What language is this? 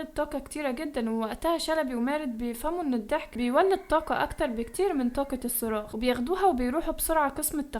Egyptian Arabic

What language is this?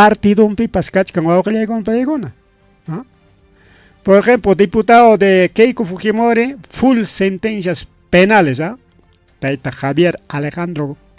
Ayacucho Quechua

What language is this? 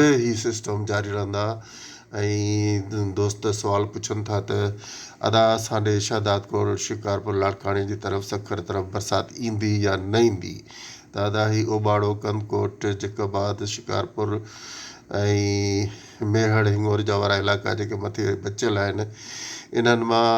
Sindhi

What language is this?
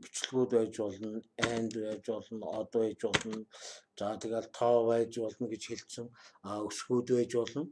Mongolian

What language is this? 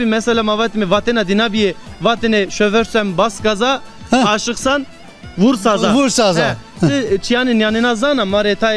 Zaza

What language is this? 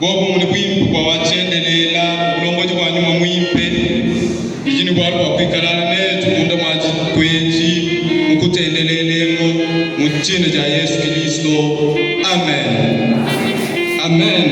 Luba-Lulua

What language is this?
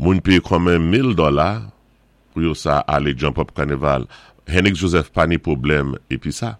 Saint Lucian Creole French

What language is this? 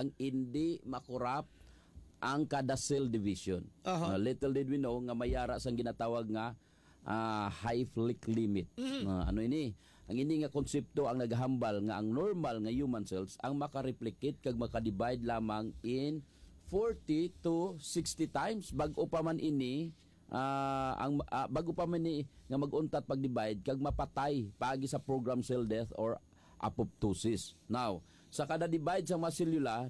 Hiligaynon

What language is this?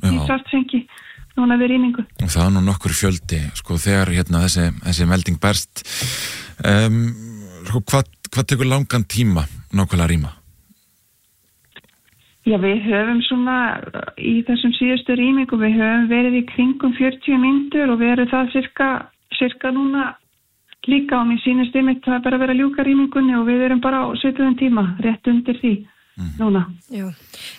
Icelandic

